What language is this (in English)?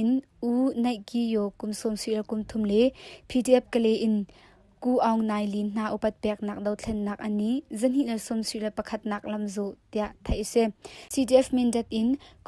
Hakha Chin